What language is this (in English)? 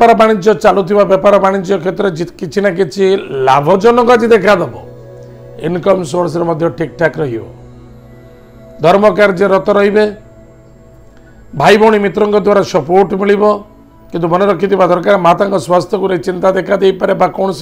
Odia